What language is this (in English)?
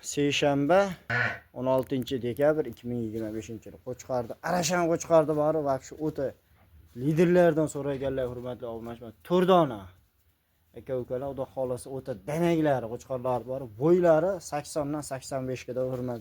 Uzbek